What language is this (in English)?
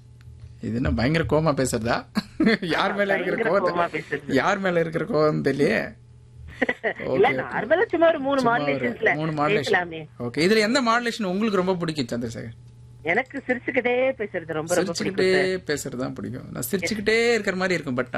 Tamil